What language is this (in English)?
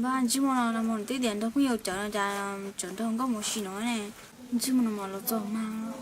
Hmong